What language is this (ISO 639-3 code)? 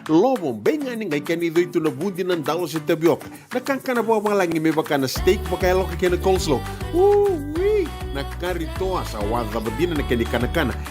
fij